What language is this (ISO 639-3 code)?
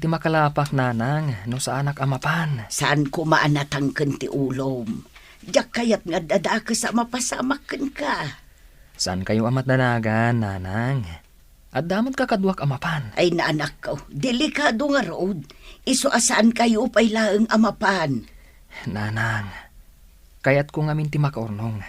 ilo